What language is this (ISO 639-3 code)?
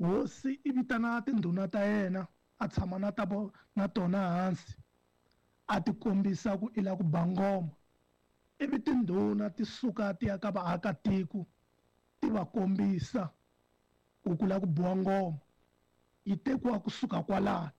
tso